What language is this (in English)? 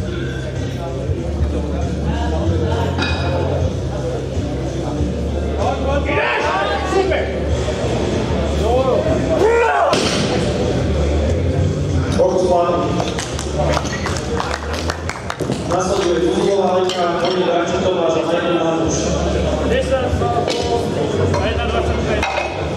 Slovak